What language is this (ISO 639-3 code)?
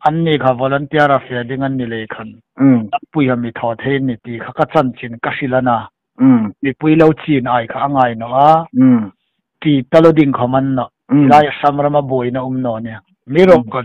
hmr